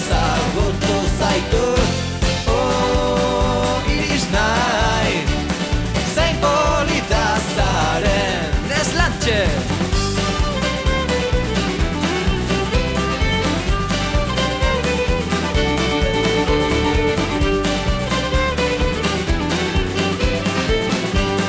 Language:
Basque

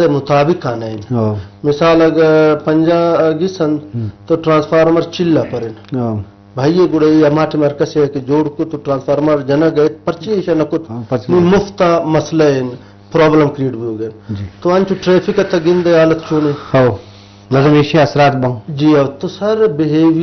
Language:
Eastern Balochi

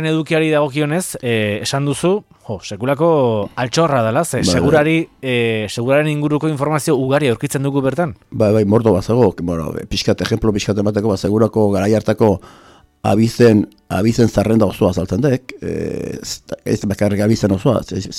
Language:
Basque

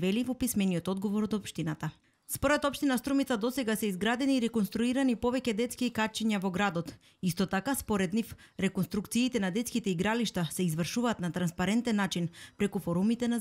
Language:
Macedonian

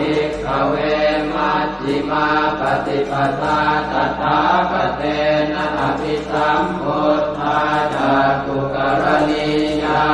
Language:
Pali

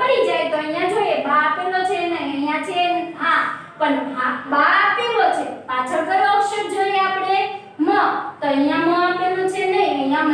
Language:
Gujarati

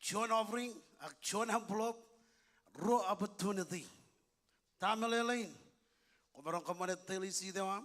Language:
Marshallese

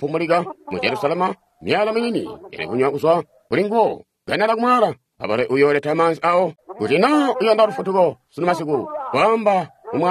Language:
Tonga (Zambia)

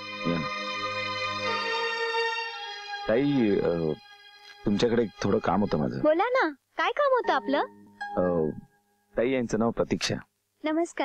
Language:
Marathi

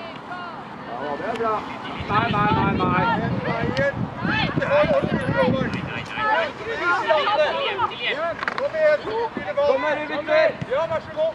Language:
Norwegian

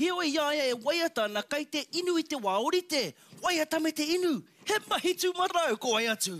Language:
Māori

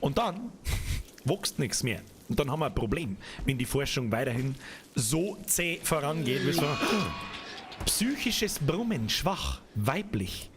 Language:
Bavarian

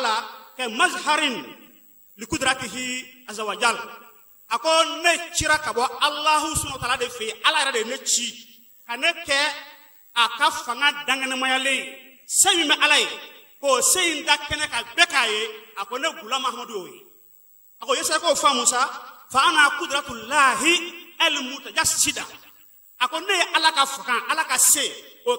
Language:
Bambara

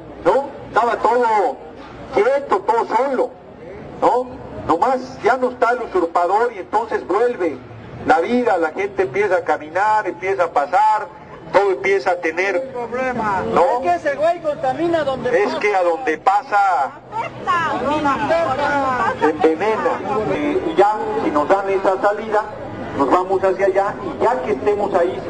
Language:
Spanish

